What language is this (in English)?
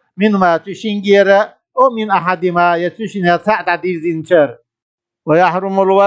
Chechen